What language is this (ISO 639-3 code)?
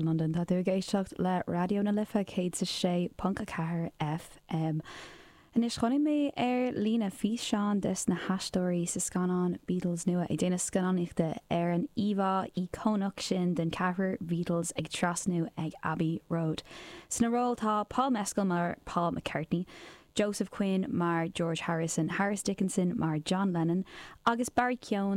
gle